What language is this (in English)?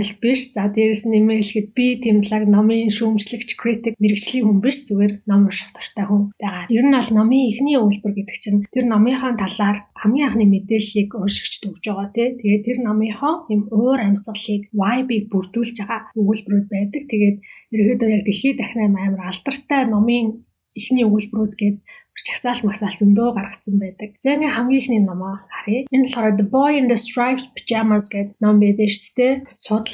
Mongolian